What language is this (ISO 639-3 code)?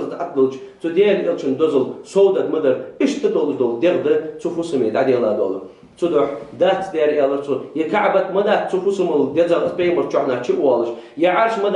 inh